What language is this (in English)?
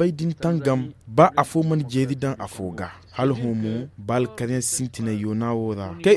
Zarma